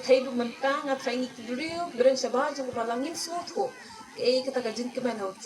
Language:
Khasi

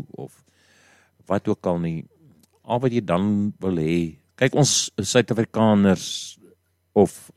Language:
Afrikaans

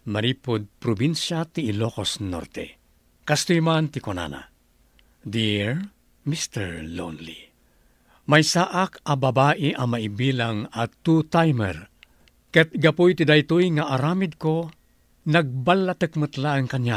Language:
Iloko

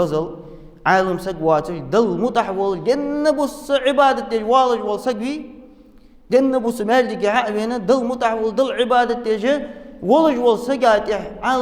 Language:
Ingush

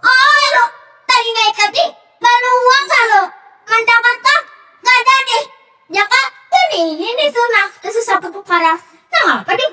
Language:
Banjar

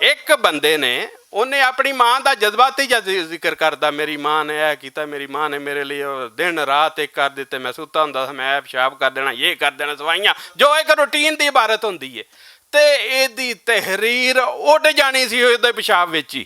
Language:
Western Panjabi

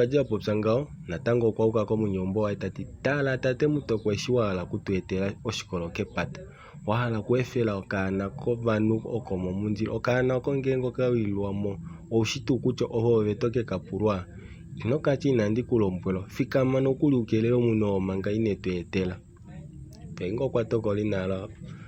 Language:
Kuanyama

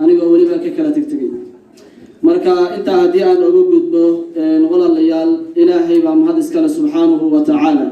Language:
Somali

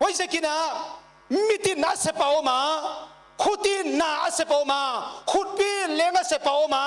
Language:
Paite Chin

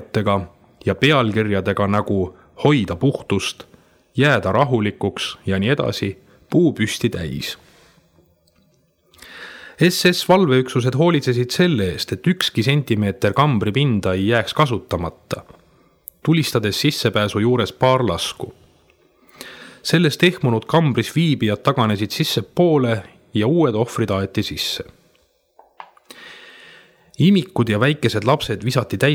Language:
Estonian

